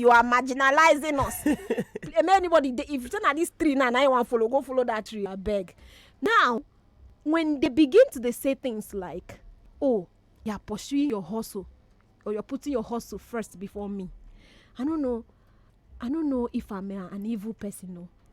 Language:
Nigerian Pidgin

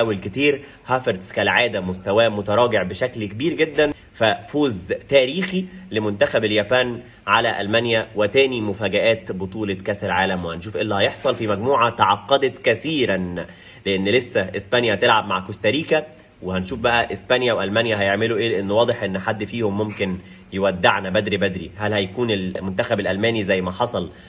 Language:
Egyptian Arabic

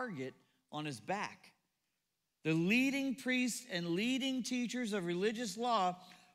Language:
English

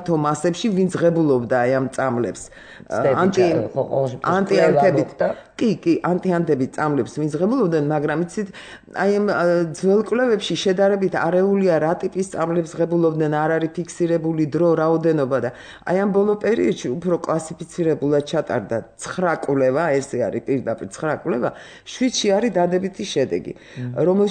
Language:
Georgian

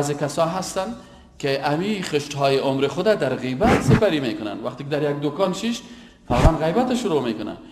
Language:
Persian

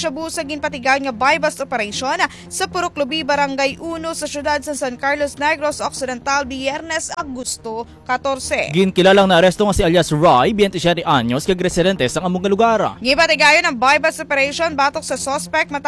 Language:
Hiligaynon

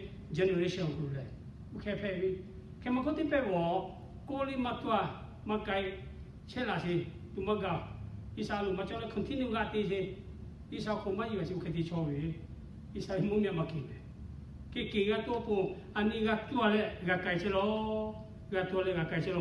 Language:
Lahu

